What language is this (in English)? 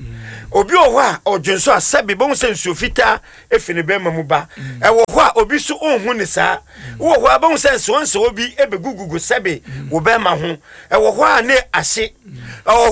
Akan